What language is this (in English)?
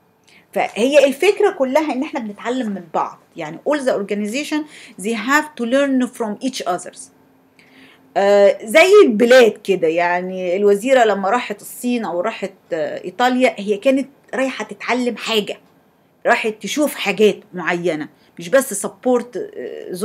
Egyptian Arabic